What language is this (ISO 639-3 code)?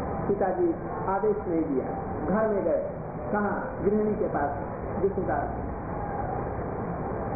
hin